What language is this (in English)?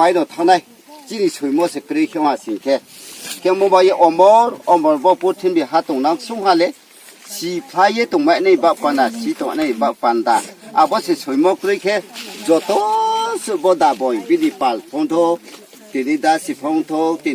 Riang (India)